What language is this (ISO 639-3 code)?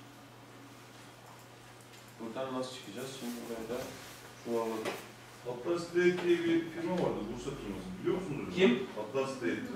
tur